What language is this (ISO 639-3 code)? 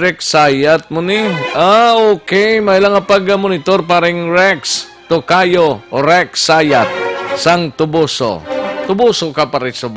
hil